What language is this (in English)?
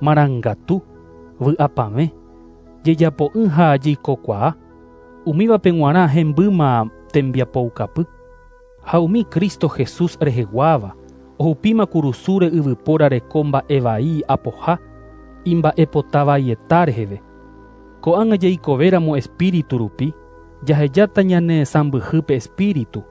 Guarani